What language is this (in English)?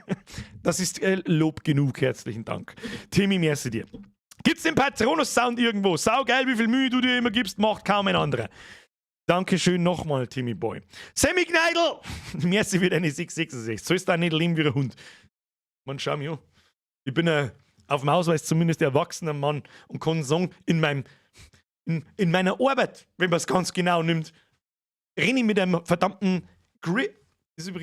Bavarian